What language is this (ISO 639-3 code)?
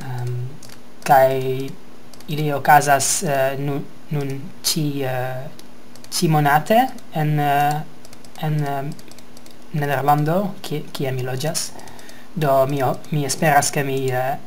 epo